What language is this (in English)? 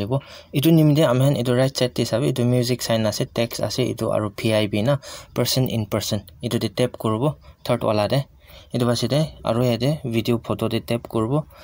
Naga Pidgin